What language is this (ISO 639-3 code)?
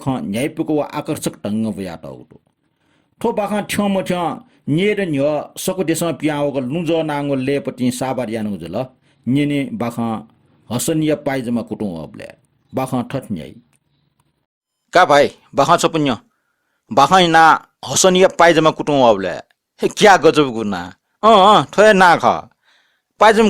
new